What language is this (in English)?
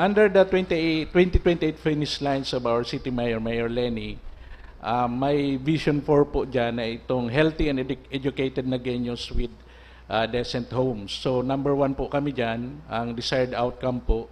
Bikol